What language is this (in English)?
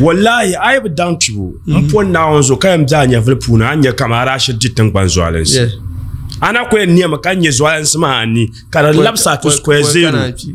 Dagbani